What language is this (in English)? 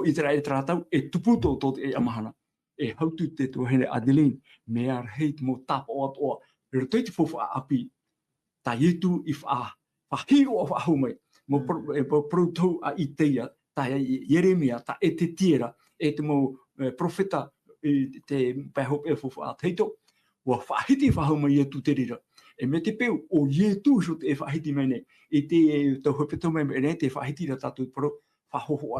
Tahitian